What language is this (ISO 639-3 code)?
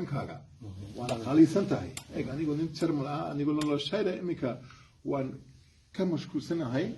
som